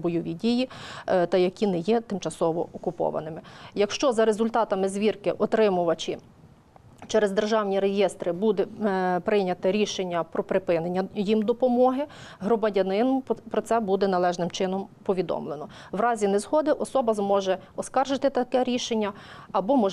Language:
Ukrainian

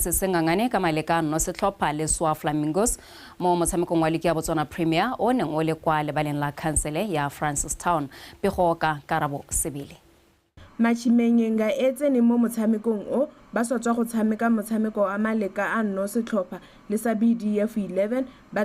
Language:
Tswana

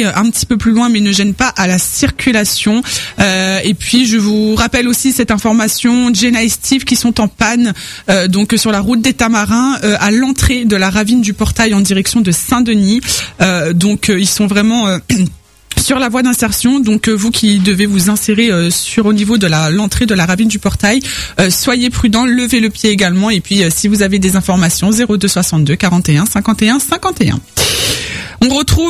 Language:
French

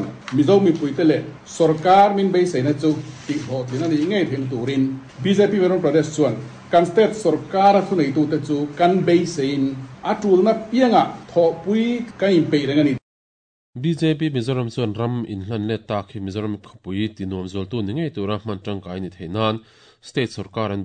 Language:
Mizo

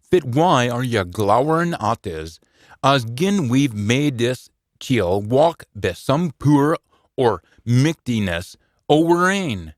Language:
Scots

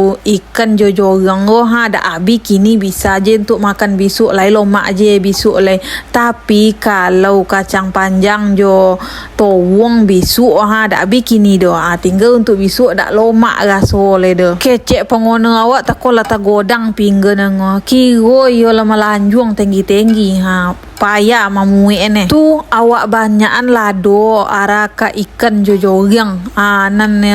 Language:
Minangkabau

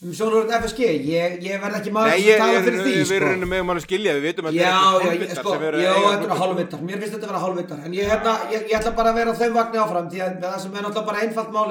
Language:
Icelandic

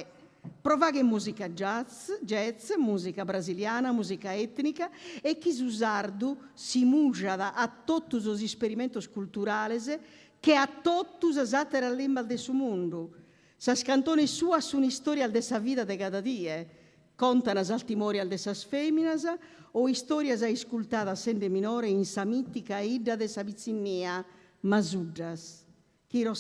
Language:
Sardinian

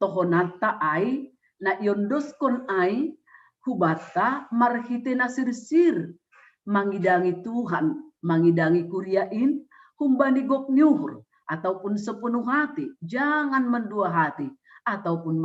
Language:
Batak Simalungun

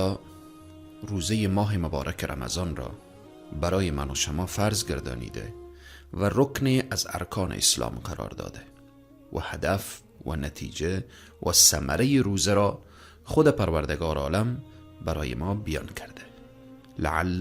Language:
Persian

